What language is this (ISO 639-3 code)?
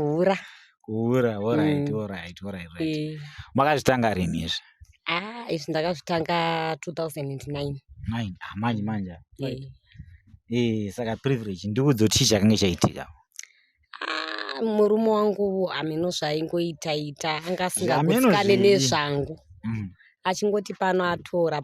sna